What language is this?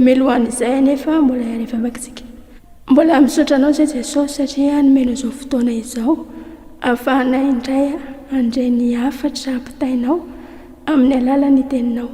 Malagasy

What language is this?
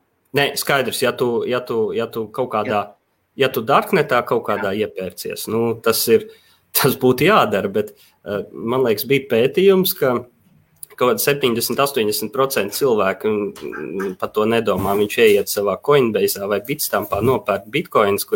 Latvian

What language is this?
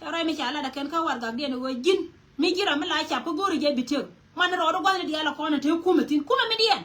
Nuer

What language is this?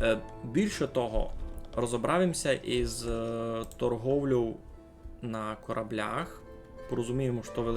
Rusyn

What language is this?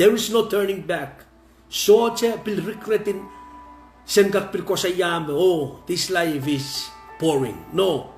Pohnpeian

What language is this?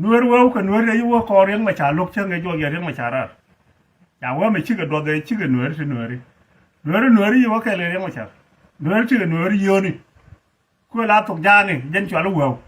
Nuer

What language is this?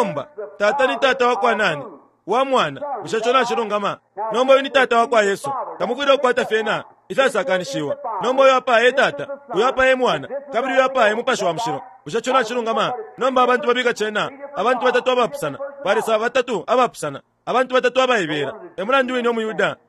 Bemba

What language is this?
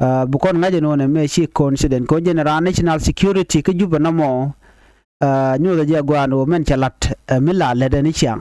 Nuer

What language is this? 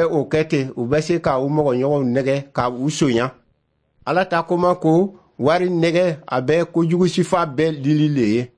Dyula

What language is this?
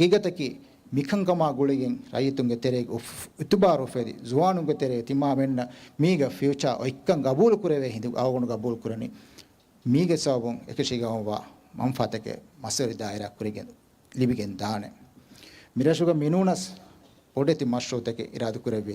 Divehi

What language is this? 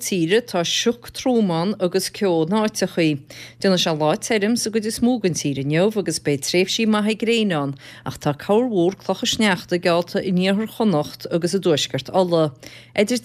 Irish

